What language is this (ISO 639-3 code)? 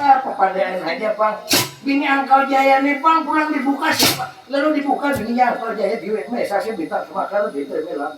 bjn